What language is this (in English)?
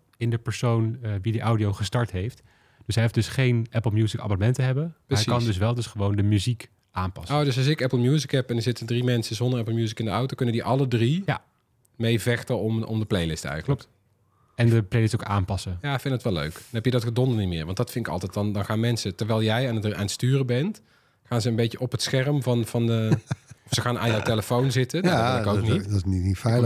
Dutch